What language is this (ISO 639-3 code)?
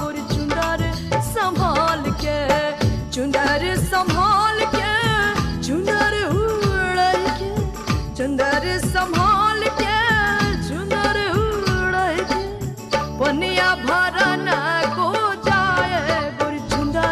bho